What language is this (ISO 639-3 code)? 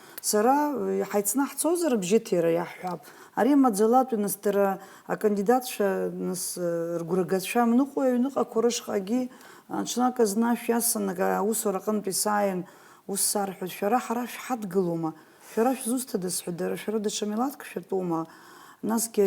abk